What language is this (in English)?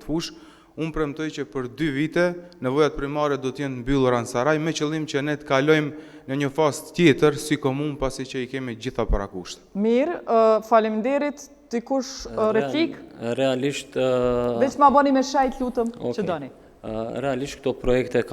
Albanian